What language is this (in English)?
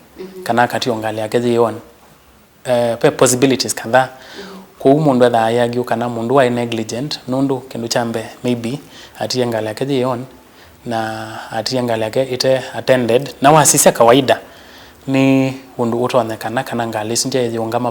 Kamba